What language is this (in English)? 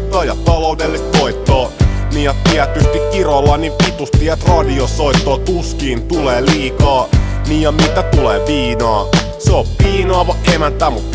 Finnish